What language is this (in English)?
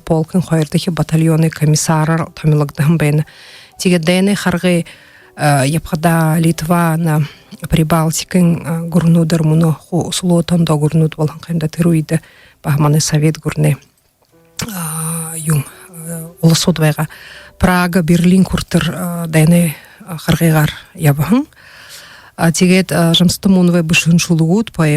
Buriat